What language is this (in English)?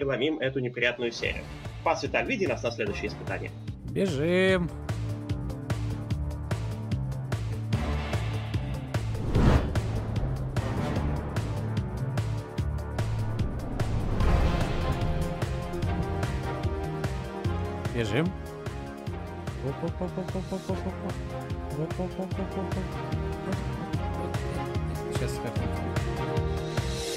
Russian